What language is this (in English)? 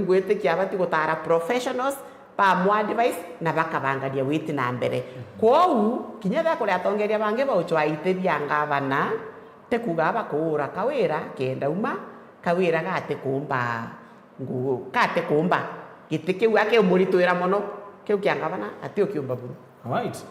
Meru